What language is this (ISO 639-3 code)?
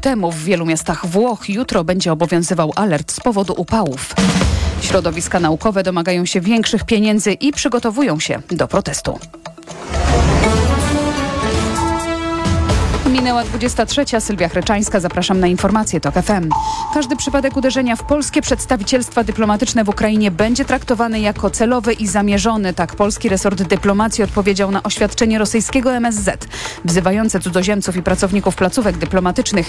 pol